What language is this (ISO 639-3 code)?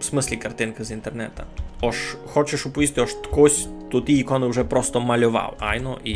rue